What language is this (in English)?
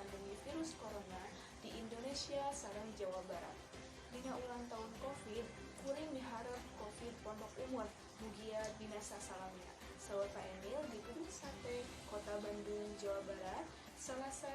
Sundanese